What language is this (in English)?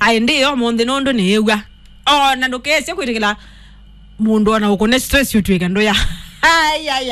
Kamba